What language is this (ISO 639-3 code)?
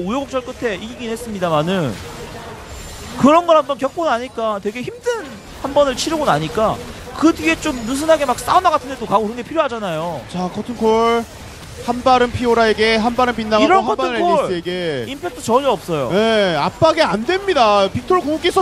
kor